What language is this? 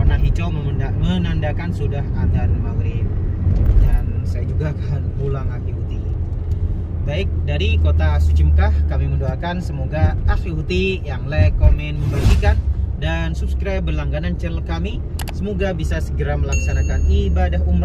Indonesian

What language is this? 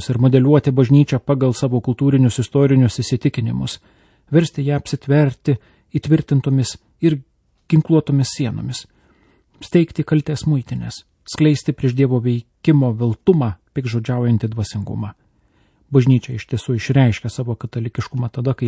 Lithuanian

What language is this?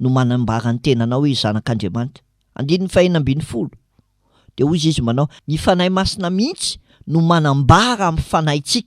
Malagasy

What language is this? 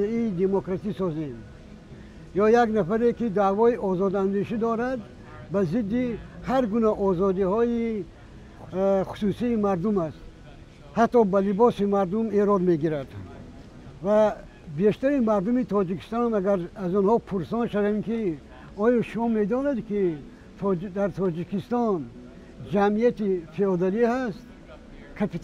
Persian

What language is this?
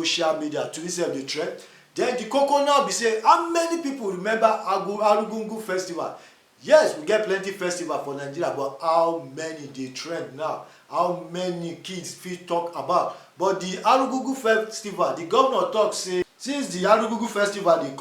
Nigerian Pidgin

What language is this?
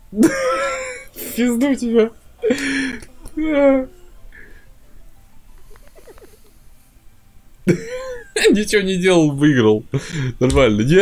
Russian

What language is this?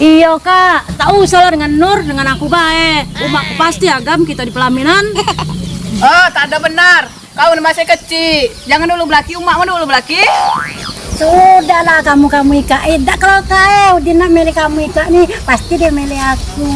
Musi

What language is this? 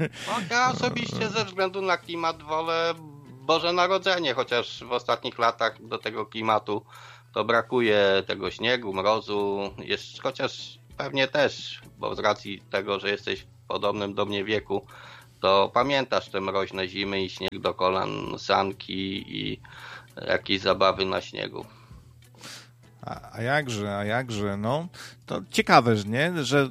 Polish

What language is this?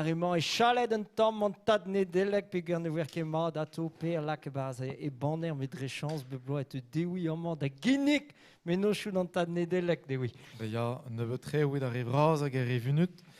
Breton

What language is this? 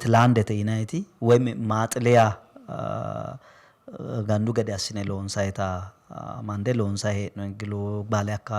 Sidamo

